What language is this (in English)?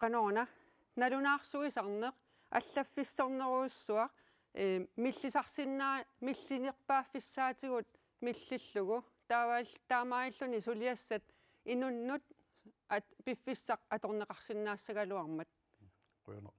Kalaallisut